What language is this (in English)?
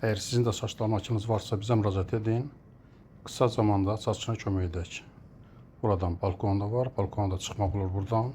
Azerbaijani